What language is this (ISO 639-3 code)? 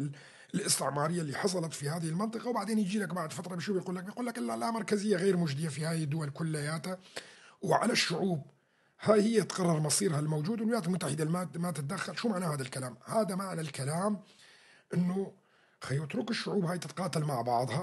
apc